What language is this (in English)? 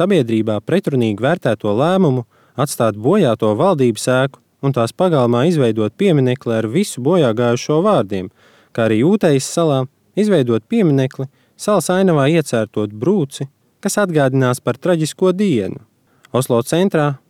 Latvian